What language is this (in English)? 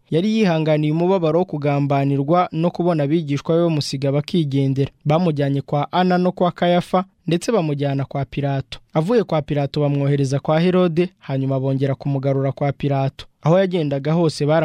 Kinyarwanda